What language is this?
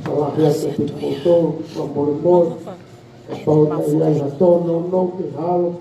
Tongan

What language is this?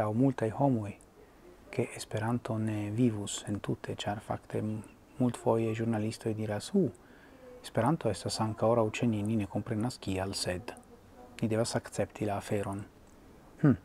Esperanto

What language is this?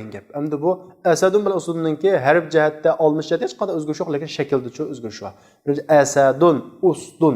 Uyghur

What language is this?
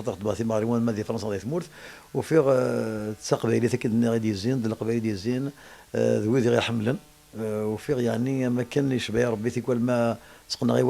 Kabyle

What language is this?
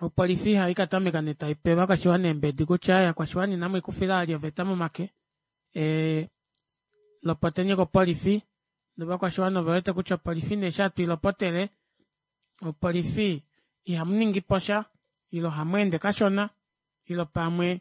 Kuanyama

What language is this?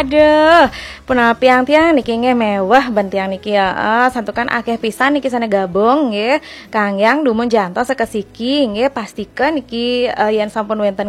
Balinese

